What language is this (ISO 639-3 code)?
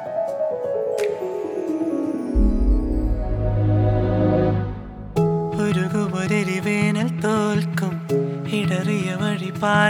mal